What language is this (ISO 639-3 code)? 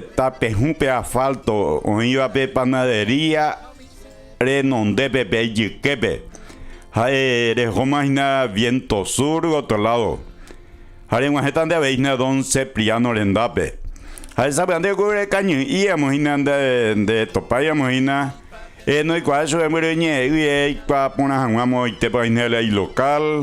grn